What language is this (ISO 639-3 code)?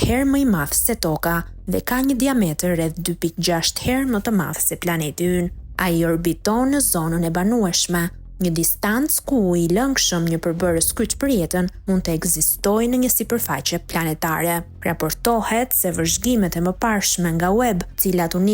sqi